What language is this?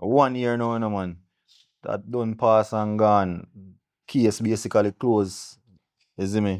Jamaican Creole English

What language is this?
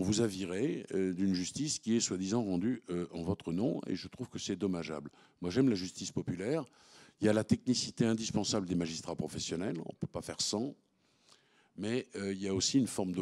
French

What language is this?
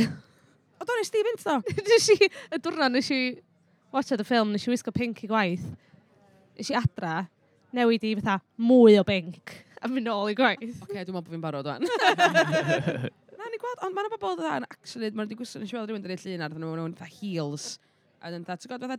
Welsh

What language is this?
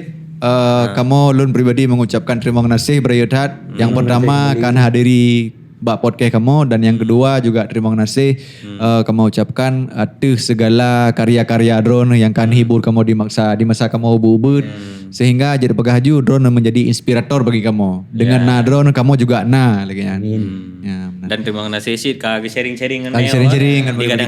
Achinese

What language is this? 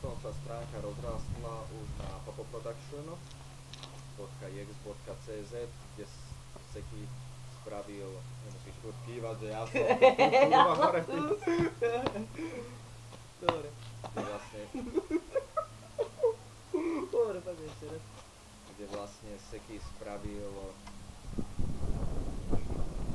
Slovak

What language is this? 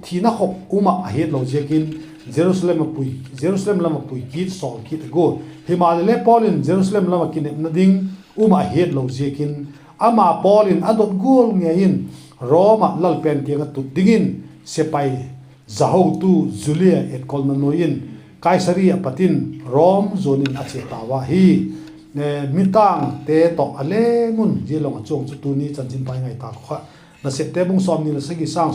Vaiphei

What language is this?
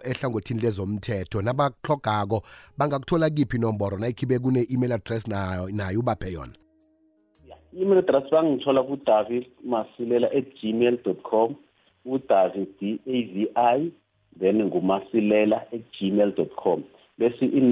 South Ndebele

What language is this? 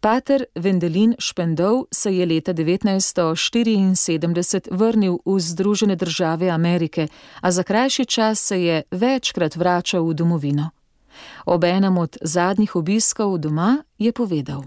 Slovenian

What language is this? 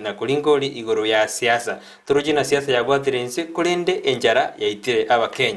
Gusii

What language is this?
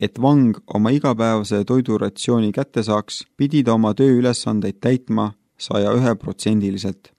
Estonian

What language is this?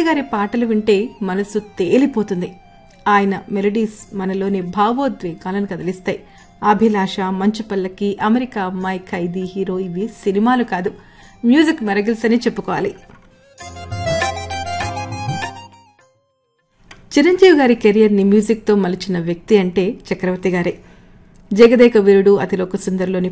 Telugu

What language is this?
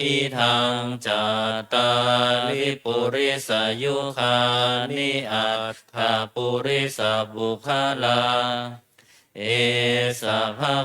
Pali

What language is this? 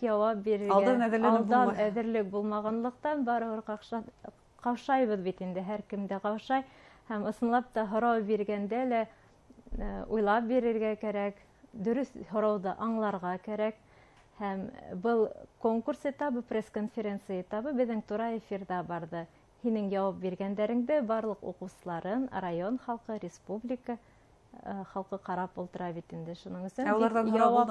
Bashkir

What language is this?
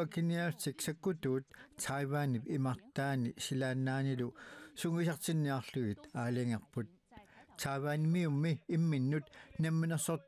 Kalaallisut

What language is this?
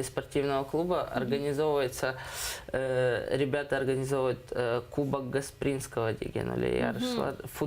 Crimean Tatar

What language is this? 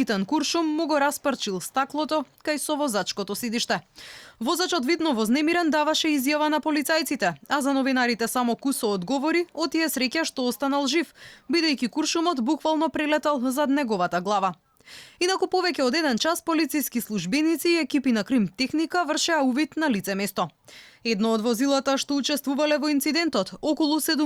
Macedonian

